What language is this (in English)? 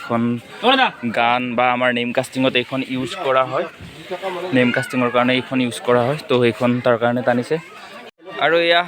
Assamese